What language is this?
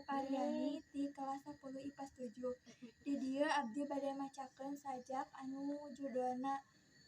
Sundanese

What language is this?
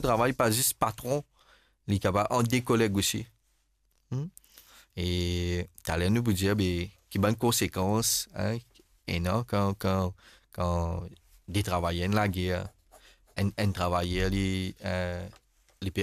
Morisyen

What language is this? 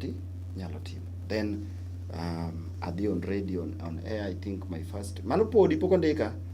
Luo (Kenya and Tanzania)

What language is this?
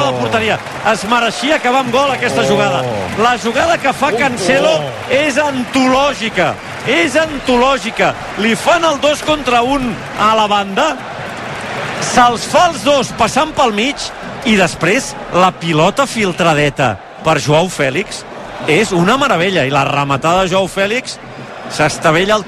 Catalan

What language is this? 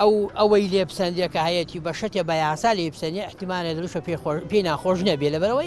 Central Kurdish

